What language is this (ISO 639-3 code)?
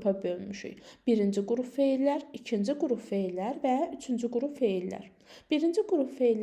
aze